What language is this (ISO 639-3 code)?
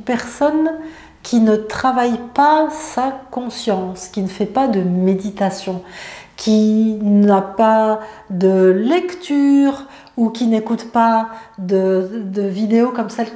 fra